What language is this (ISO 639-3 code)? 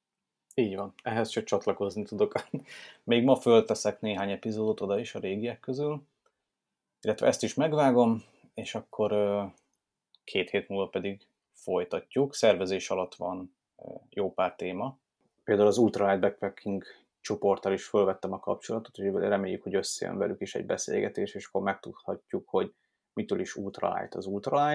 hun